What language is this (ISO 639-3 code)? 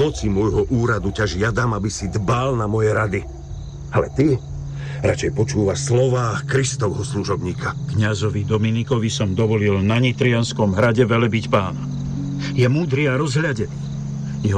slk